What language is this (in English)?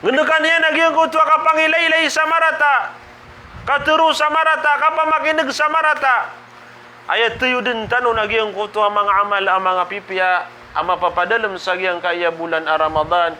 Maranao